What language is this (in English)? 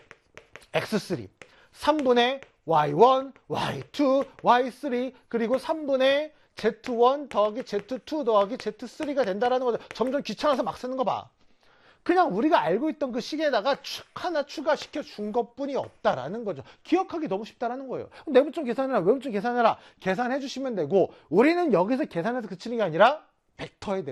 Korean